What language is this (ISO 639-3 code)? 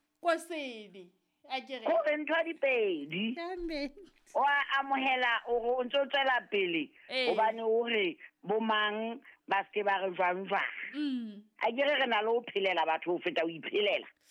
sot